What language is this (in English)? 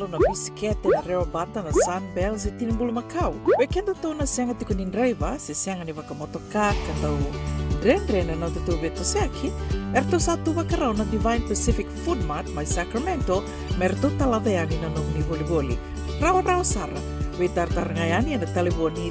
Fijian